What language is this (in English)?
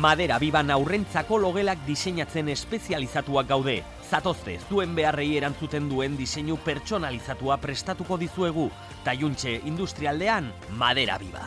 Basque